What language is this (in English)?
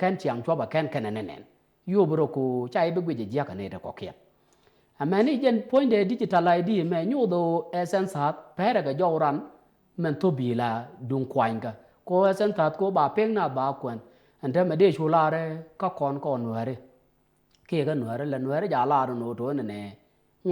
Nuer